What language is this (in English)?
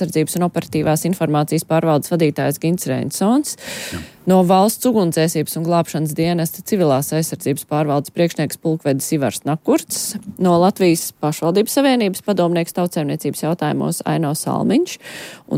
Latvian